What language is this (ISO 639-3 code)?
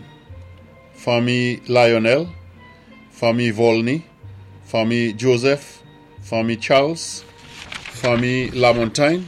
acf